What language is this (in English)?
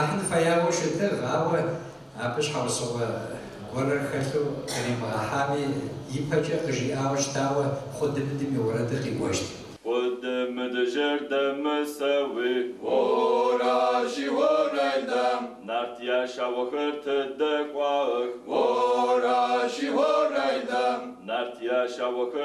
Kabardian